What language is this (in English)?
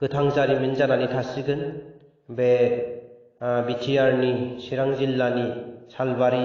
Bodo